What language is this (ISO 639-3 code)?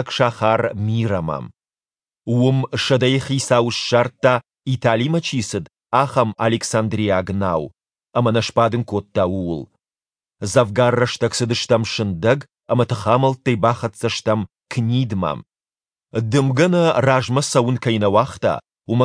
oss